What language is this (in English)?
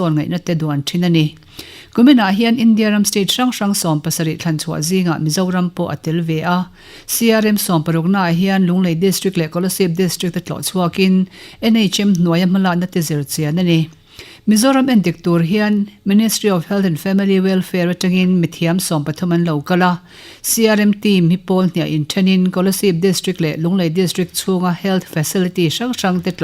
Mizo